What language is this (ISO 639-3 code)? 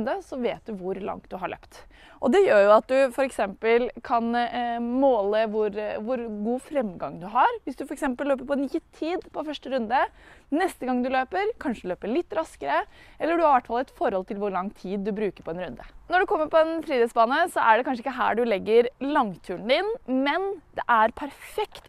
nor